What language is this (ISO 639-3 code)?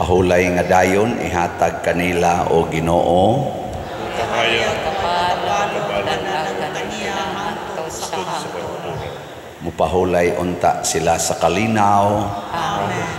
ceb